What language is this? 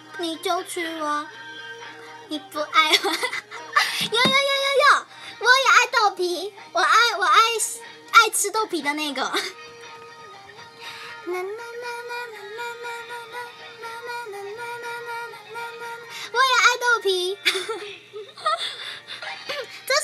Chinese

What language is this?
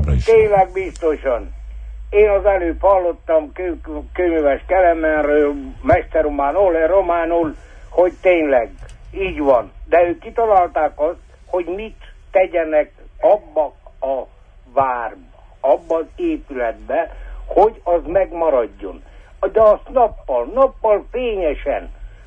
Hungarian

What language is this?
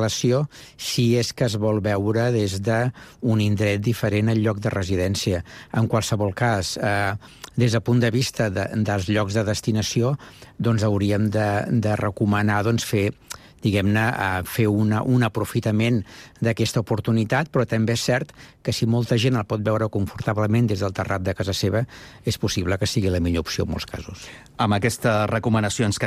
Catalan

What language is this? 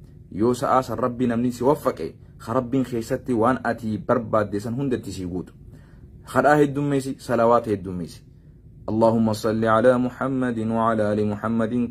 Oromo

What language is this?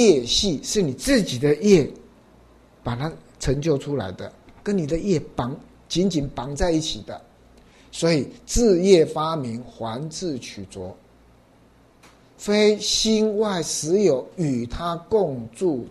Chinese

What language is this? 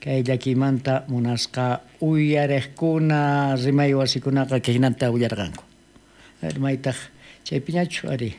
South Bolivian Quechua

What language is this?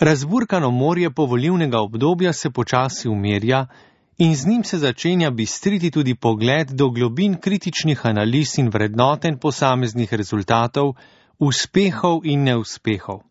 Slovenian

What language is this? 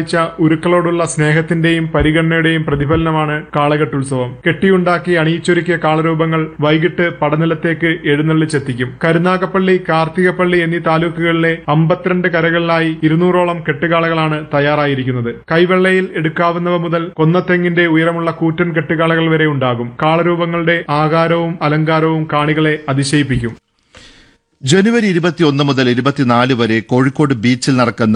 Malayalam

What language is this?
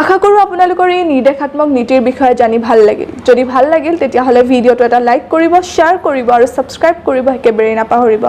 Assamese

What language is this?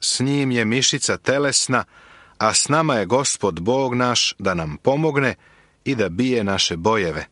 Serbian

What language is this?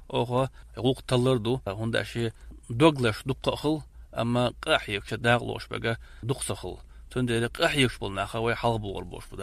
Chechen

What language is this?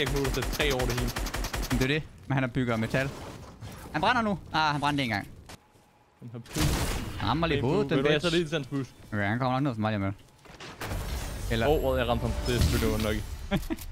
Danish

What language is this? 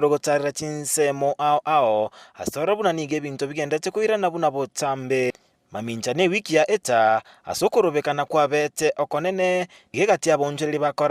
Gusii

